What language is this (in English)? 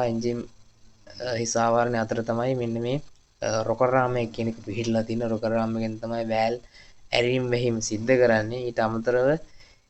Sinhala